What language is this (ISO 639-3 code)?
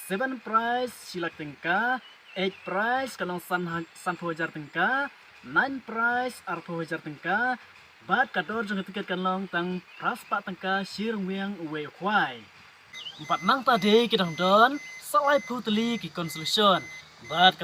kha